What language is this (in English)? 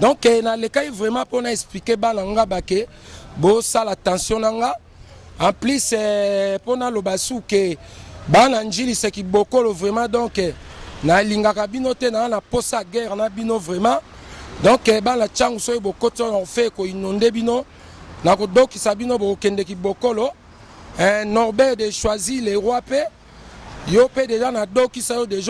Lingala